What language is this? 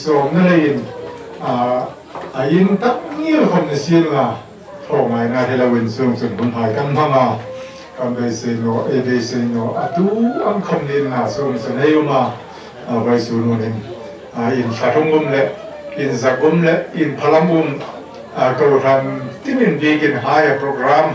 Hmar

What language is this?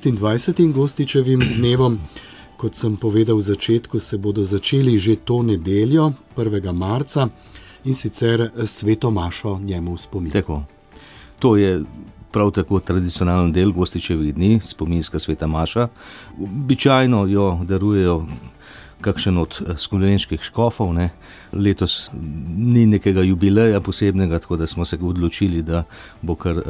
Slovenian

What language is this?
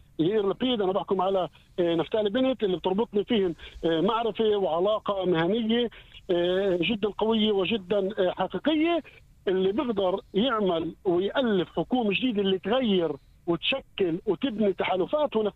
North Levantine Arabic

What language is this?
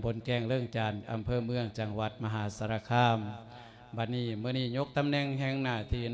Lao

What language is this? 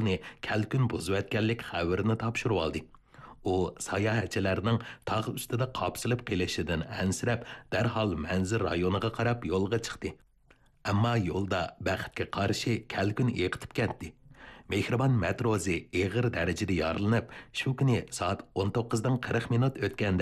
Uyghur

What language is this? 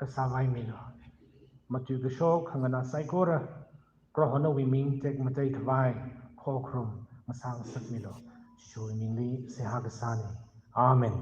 Tangkhul Naga (India)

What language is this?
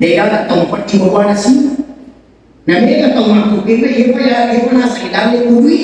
Buginese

